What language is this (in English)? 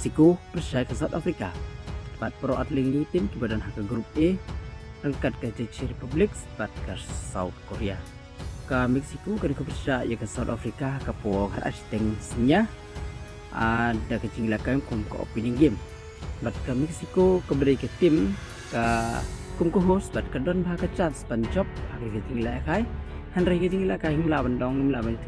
Khasi